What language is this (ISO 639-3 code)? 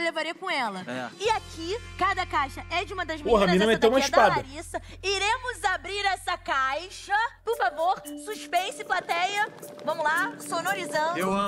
por